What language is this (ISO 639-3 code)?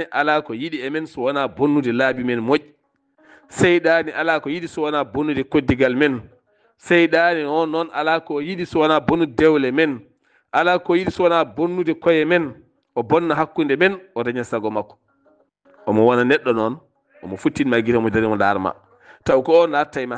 ful